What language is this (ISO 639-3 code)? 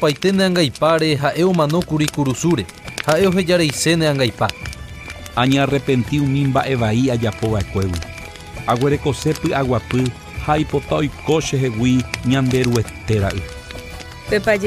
grn